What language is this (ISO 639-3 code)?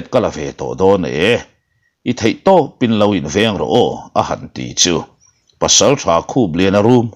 lus